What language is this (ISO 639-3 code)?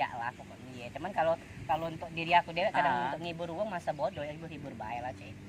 mui